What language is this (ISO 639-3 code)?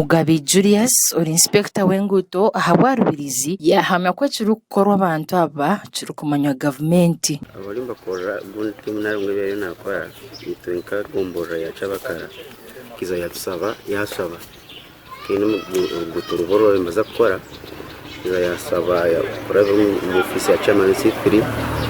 nyn